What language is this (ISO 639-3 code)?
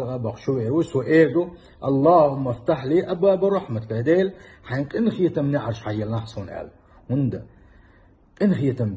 che